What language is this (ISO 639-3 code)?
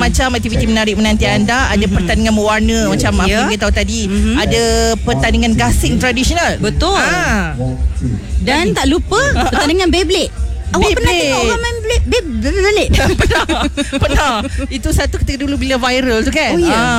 msa